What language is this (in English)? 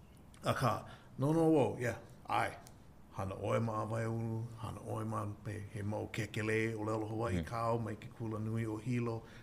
Hawaiian